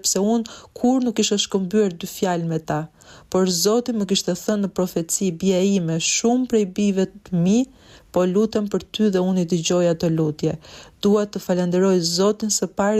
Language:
Albanian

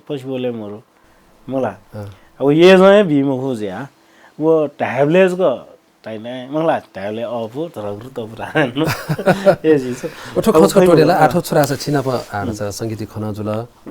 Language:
Newari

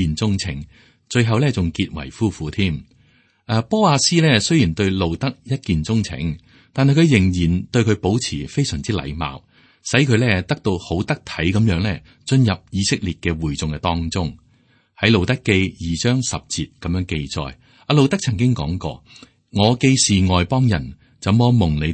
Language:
Cantonese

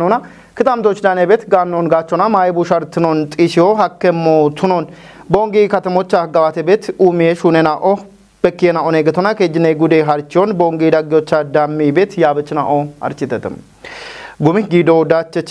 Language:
Kafa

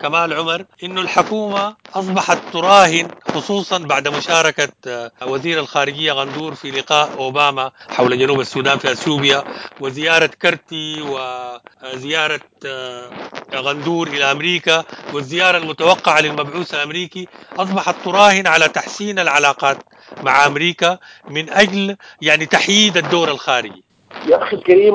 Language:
Sudanese Arabic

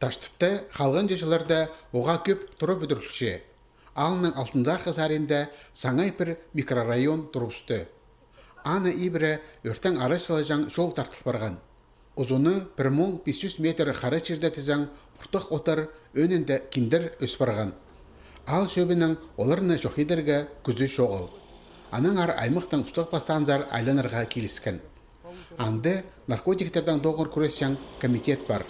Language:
Khakas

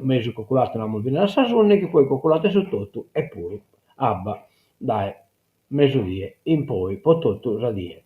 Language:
Sardinian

